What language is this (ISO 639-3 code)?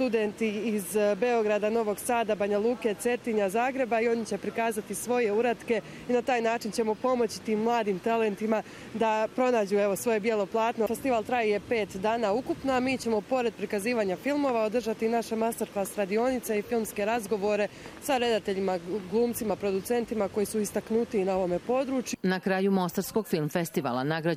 bos